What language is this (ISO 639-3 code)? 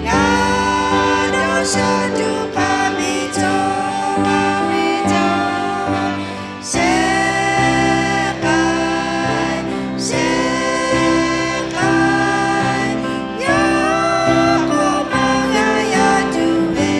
lhu